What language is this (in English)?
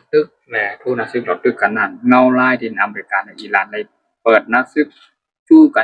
Shan